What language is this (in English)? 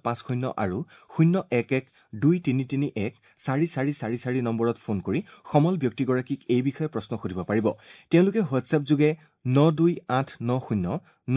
Assamese